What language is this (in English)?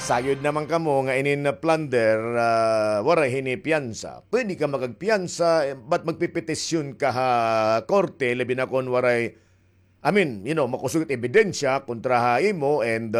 Waray